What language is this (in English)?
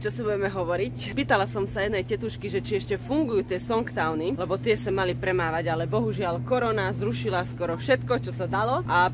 Slovak